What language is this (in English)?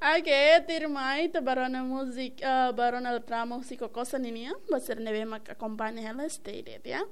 Tetum